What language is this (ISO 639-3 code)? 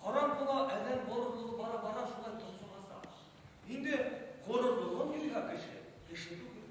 bak